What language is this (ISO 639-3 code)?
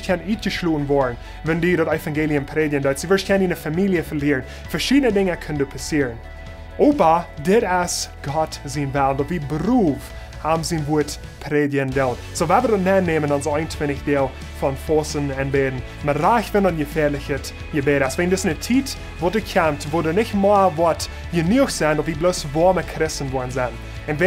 pdt